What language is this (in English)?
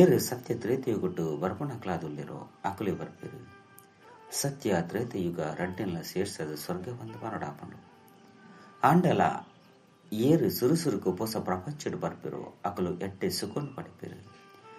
Tulu